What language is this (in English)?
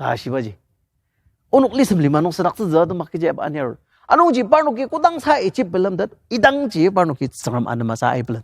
Ao Naga